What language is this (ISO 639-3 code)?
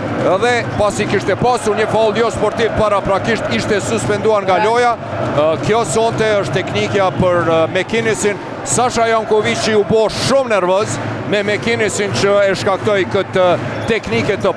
sqi